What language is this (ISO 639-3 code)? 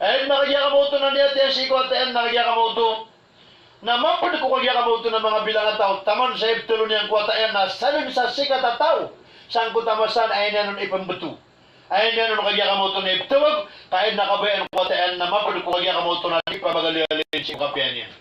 mrw